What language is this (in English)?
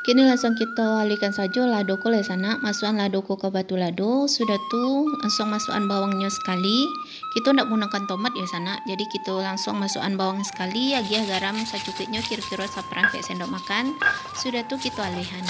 Minangkabau